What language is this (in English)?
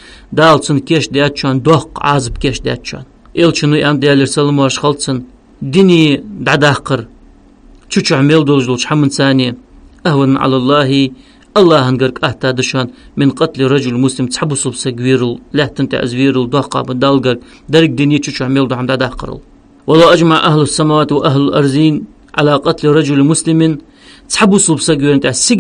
Ingush